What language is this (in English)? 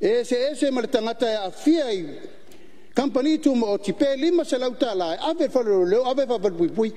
Samoan